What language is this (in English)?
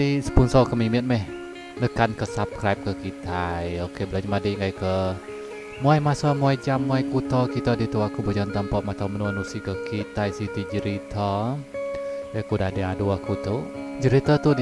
Iban